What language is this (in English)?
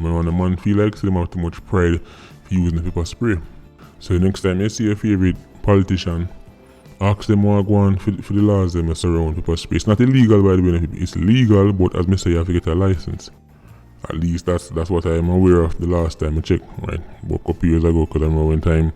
Jamaican Creole English